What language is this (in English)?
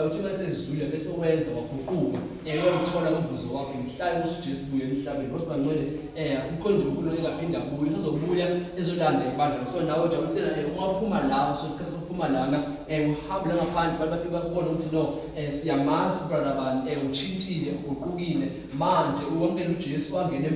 Zulu